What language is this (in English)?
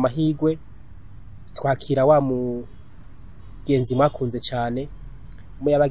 Rundi